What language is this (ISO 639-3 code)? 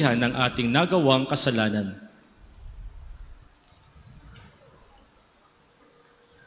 fil